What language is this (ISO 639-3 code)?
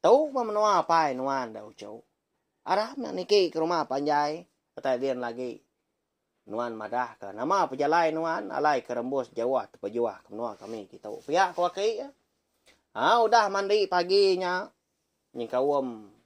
iba